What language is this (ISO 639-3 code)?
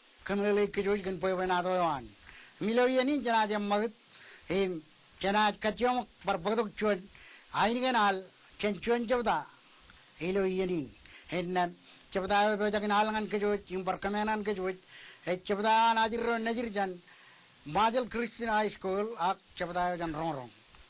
mah